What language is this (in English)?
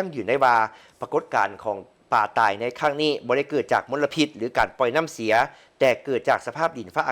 Lao